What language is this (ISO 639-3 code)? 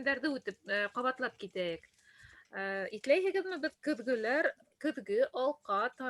bak